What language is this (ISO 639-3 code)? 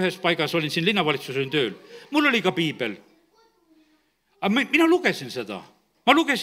est